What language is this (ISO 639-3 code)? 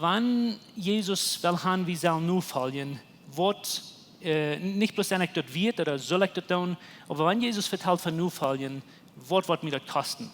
pdt